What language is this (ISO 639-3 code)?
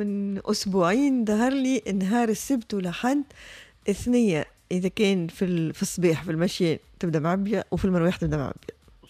aeb